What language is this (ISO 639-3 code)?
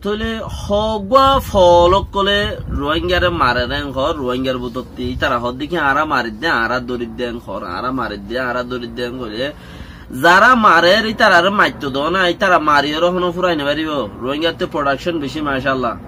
rhg